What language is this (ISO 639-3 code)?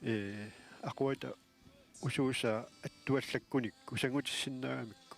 kal